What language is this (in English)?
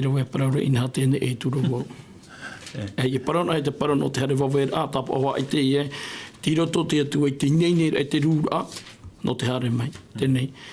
Tahitian